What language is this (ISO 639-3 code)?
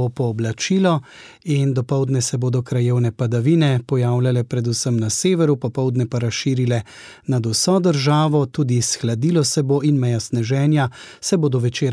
slv